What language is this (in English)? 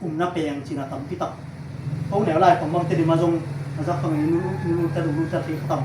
Tedim Chin